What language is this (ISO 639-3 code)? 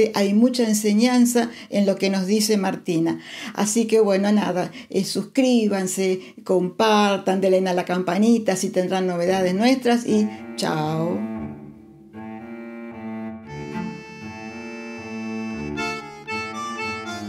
spa